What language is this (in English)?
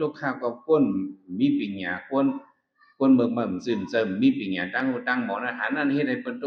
Shan